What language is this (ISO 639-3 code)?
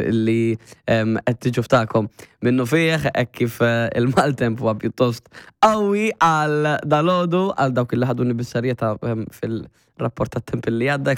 mlt